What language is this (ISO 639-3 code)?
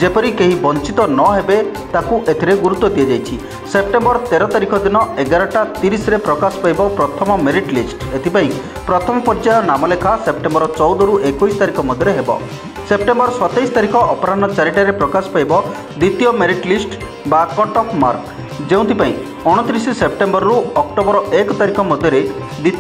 ori